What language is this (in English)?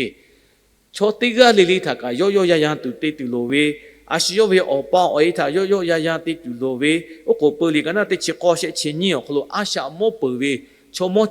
Lahu